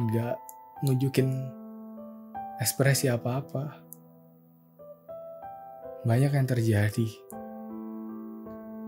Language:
Indonesian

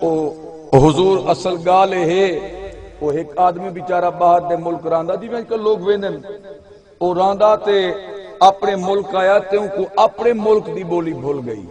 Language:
Saraiki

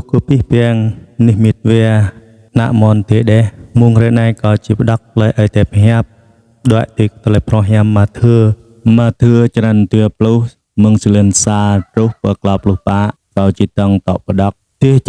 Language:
Jarai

